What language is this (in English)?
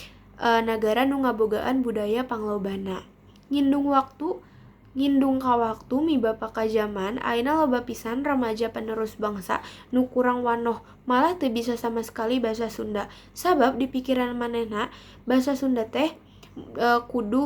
Sundanese